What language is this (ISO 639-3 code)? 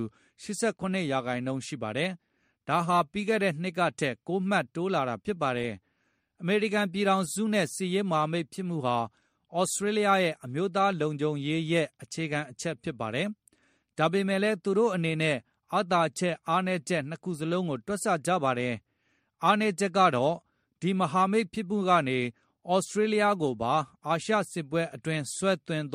mya